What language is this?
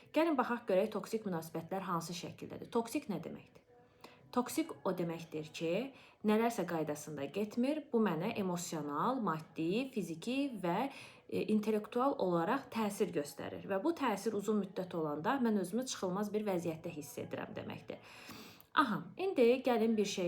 Azerbaijani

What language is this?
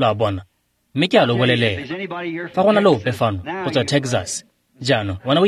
Tswana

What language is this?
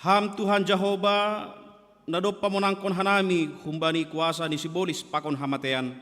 Batak Simalungun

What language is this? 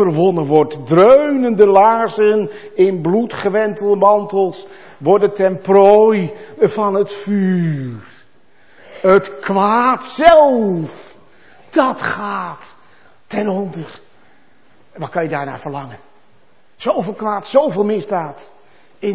Dutch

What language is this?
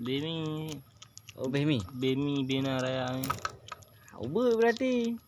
Achinese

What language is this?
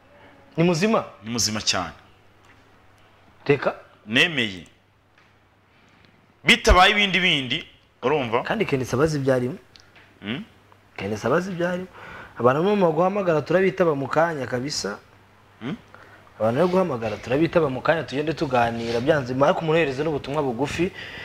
Kinyarwanda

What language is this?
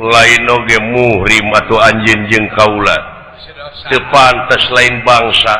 Sundanese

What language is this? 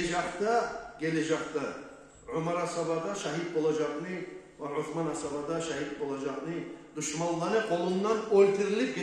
Kumyk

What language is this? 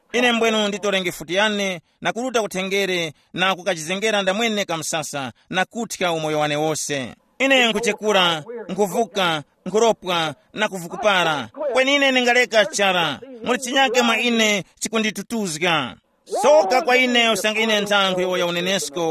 Tumbuka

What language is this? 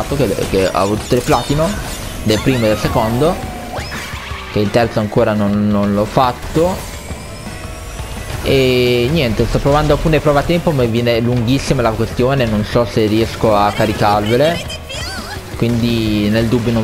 Italian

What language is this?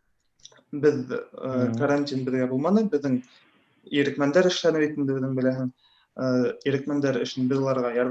Bashkir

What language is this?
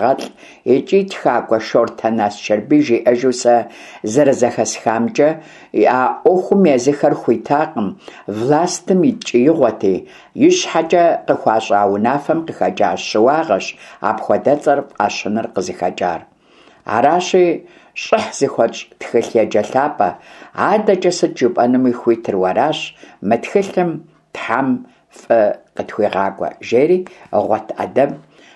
Kabardian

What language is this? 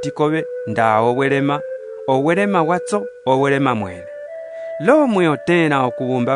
Umbundu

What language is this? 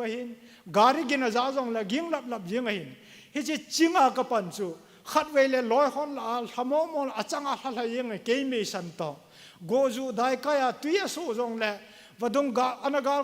Thado Chin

